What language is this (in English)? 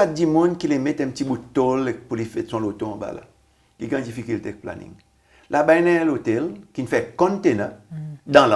Seselwa Creole French